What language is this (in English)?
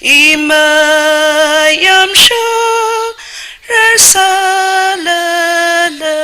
Tangkhul Naga (India)